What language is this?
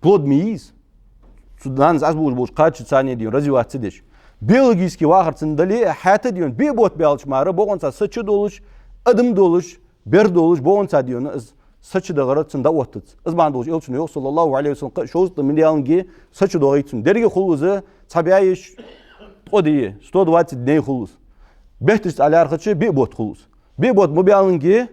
Ingush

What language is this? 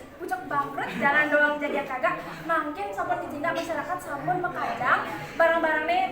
Balinese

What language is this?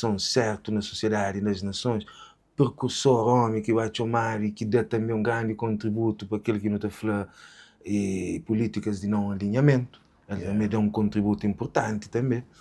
Kabuverdianu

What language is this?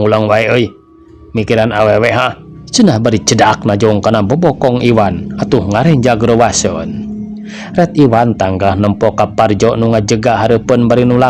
Sundanese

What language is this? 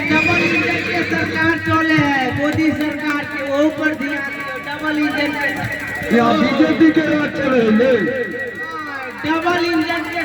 Maithili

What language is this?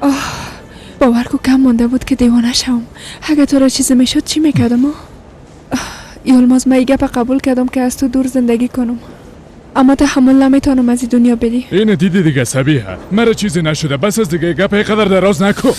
Persian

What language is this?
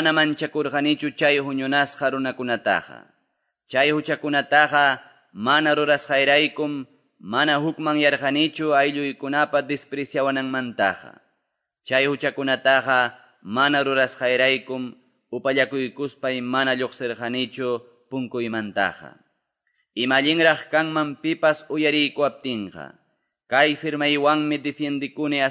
Quechua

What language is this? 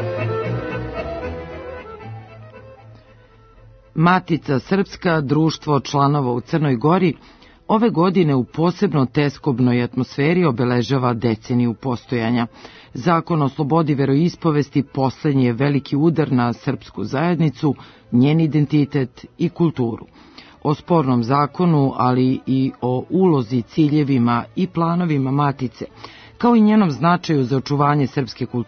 Serbian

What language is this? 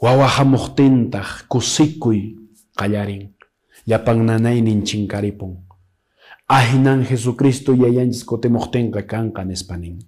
Quechua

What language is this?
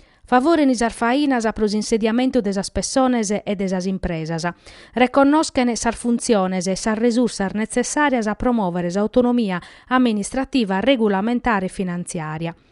Sardinian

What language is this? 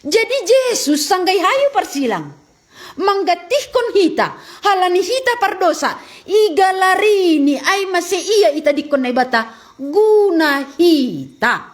Batak Simalungun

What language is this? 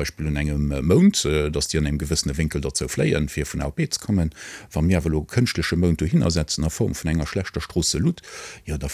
Luxembourgish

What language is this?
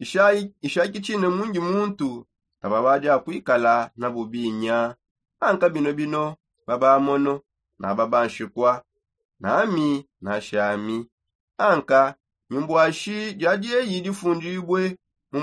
Songe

